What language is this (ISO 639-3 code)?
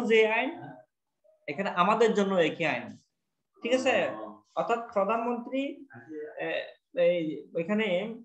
ben